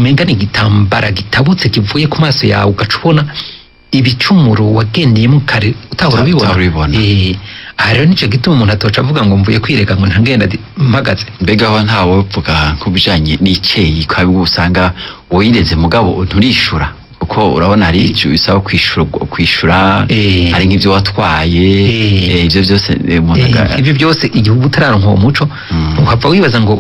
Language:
Rundi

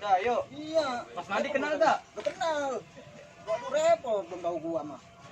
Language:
Betawi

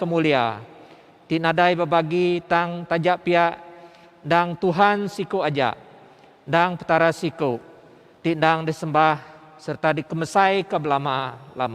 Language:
Iban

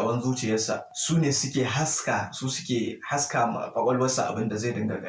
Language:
Hausa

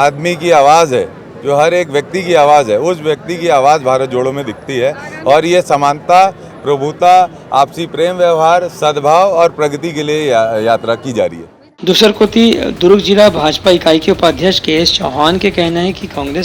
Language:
Chhattisgarhi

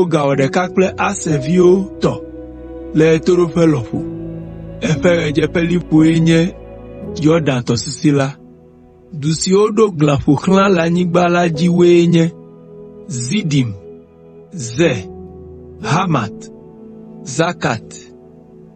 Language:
Ewe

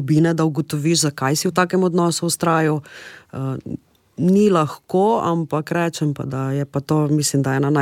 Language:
Slovenian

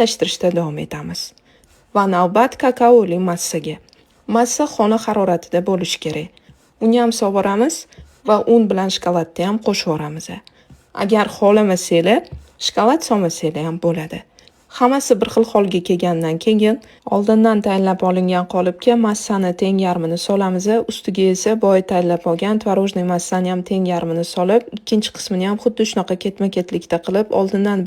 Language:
Uzbek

